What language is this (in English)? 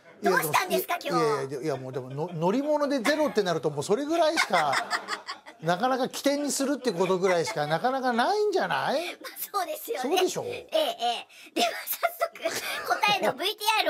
Japanese